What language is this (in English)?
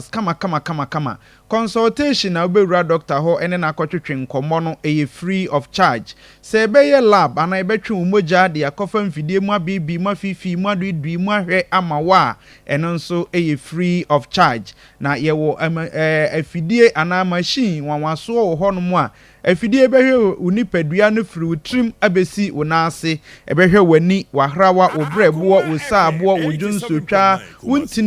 Akan